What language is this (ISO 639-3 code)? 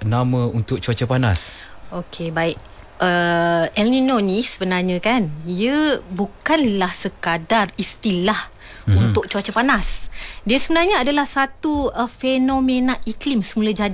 msa